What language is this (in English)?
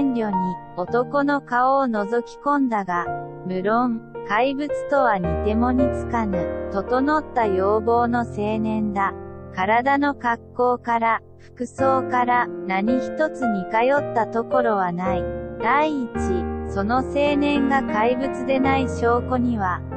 Japanese